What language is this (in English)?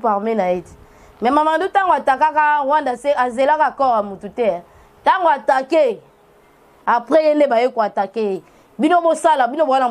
Lingala